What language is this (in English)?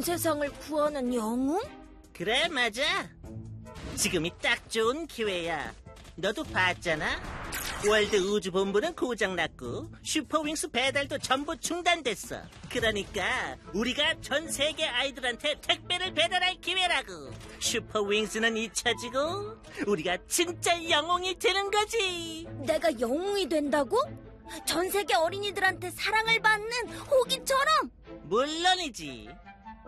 Korean